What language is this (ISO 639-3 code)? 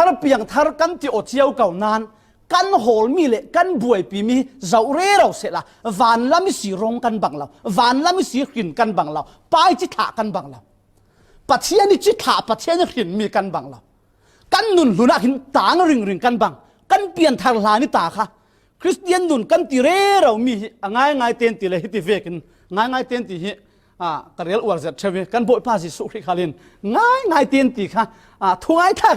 cfm